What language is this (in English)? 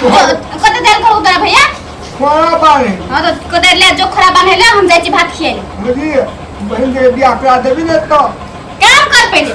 Maithili